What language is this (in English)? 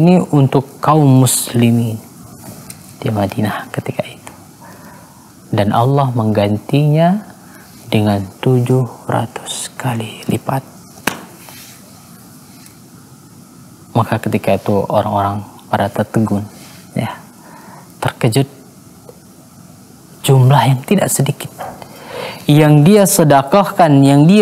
Indonesian